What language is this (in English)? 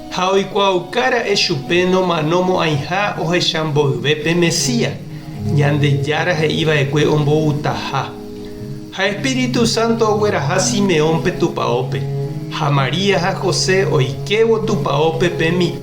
Guarani